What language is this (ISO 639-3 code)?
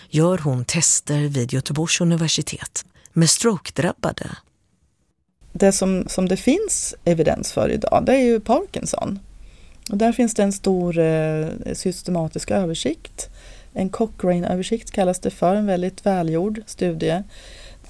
swe